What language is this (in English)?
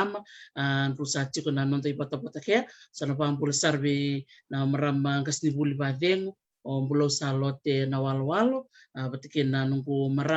Fijian